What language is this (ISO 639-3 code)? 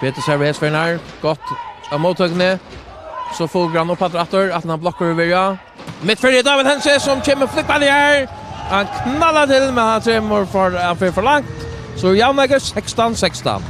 fao